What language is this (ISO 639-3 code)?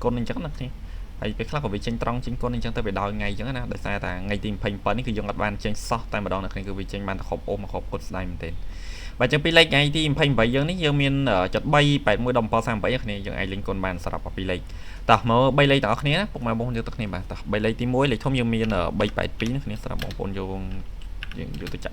khm